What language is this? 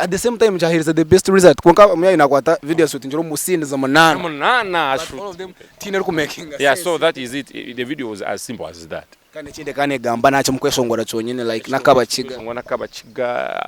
Nyankole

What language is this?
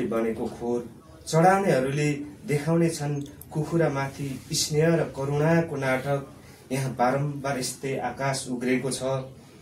Nepali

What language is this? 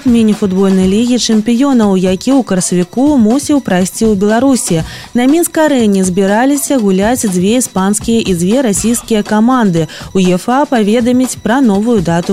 Belarusian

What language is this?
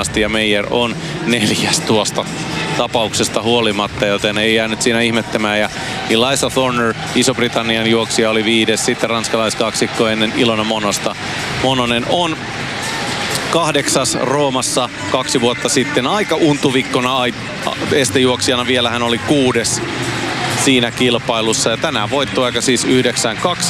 Finnish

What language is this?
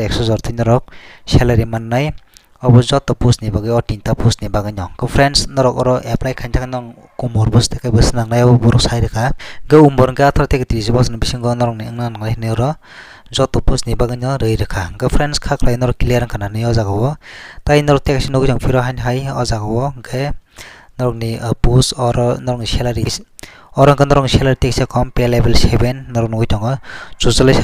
Kok Borok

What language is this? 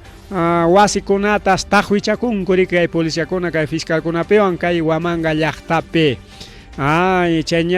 Ayacucho Quechua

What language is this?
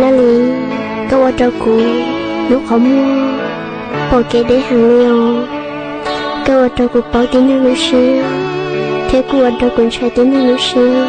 Hmong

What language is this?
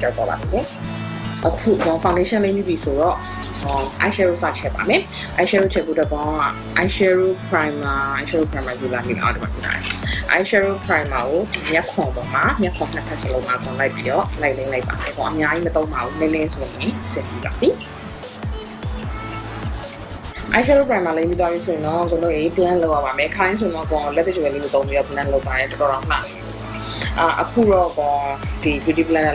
Burmese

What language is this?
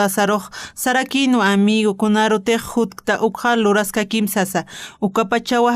Aymara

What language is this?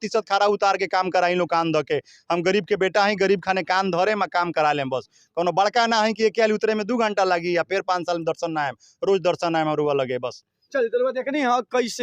Bhojpuri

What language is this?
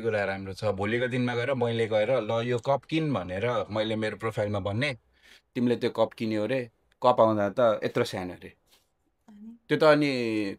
Nepali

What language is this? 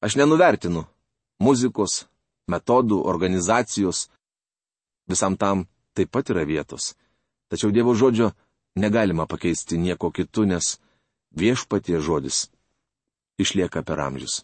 Lithuanian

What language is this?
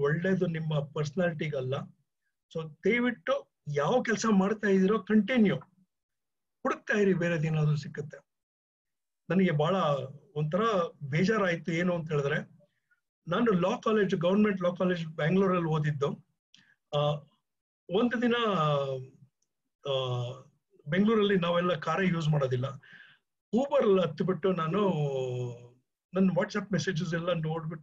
Kannada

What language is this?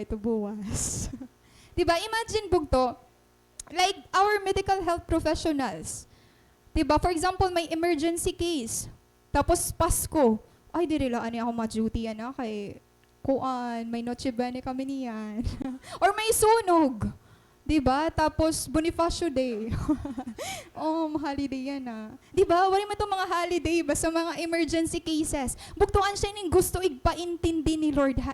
Waray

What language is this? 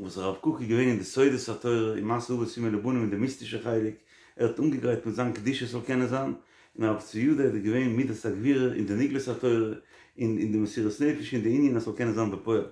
Yiddish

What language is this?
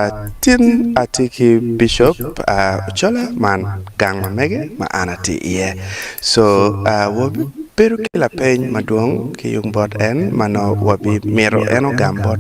Acoli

